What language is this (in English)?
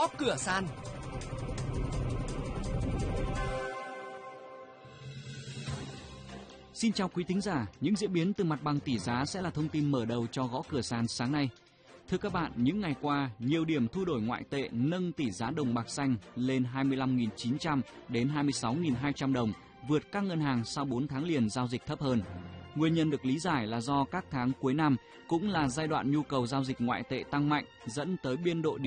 Vietnamese